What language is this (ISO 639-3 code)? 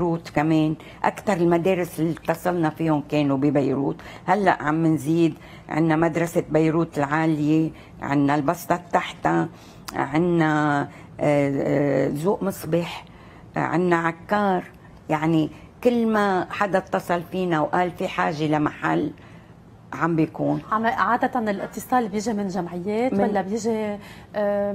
apc